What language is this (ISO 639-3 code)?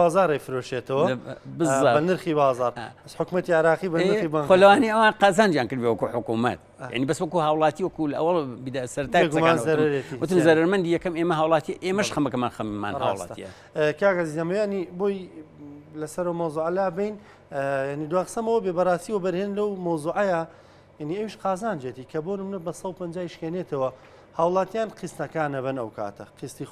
ckb